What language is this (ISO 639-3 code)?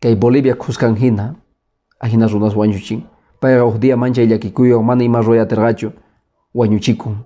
que